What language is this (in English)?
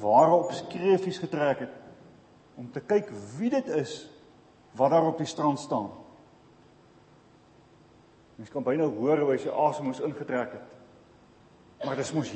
Afrikaans